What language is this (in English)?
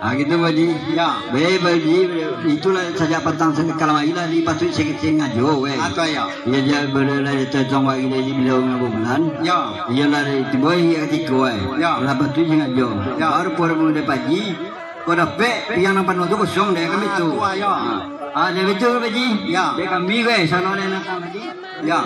Minangkabau